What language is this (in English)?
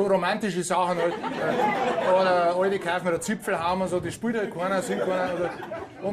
Bavarian